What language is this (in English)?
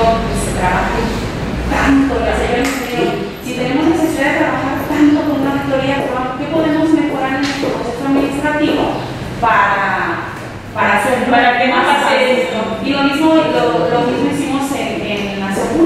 Spanish